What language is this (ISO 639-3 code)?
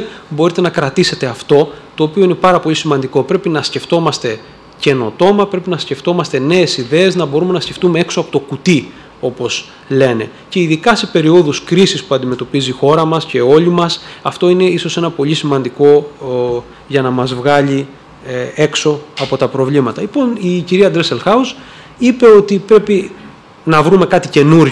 ell